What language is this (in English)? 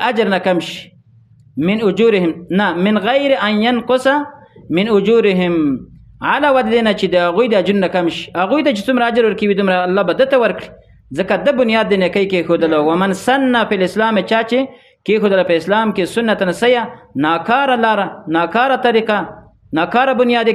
Pashto